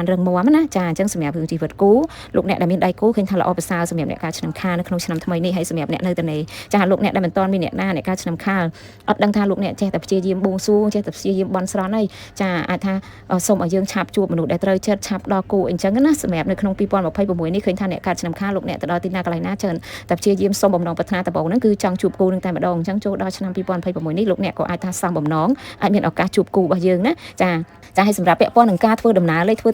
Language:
Khmer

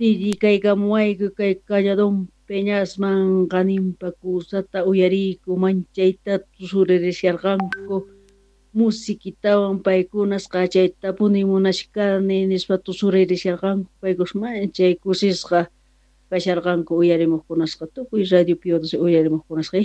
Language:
Quechua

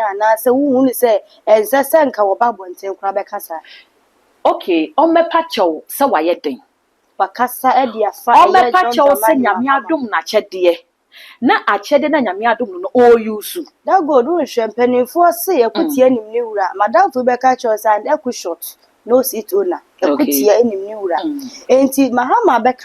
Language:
Akan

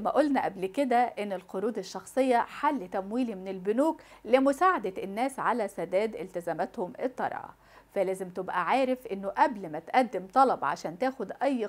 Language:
Egyptian Arabic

